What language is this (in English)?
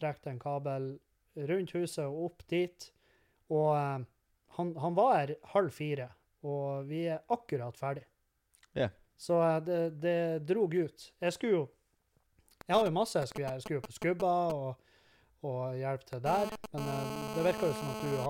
Norwegian